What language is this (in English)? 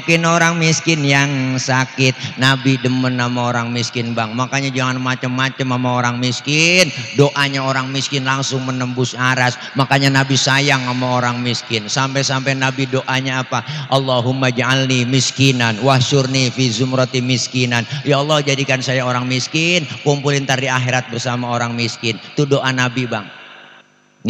Betawi